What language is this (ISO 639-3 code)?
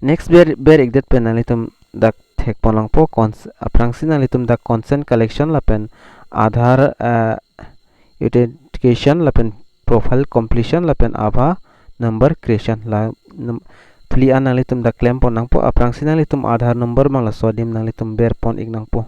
mjw